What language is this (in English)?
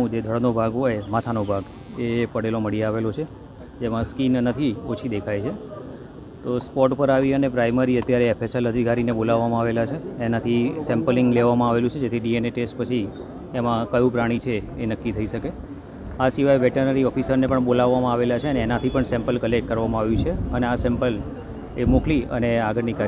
Gujarati